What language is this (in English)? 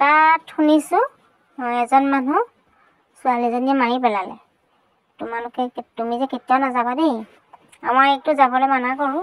Assamese